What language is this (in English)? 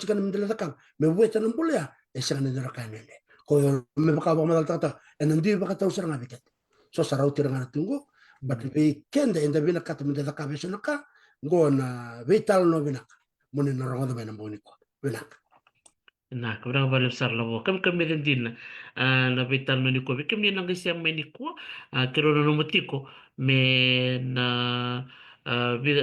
Fijian